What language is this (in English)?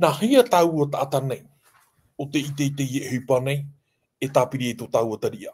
Tahitian